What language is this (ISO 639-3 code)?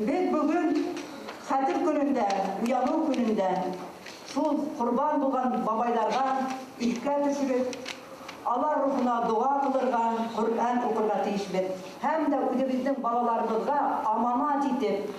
bak